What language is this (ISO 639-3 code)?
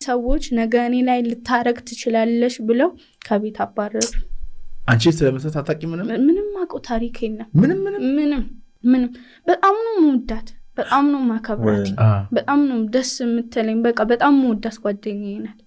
amh